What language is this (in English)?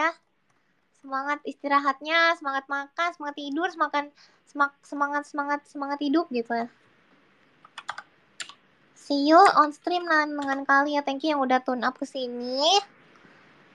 Indonesian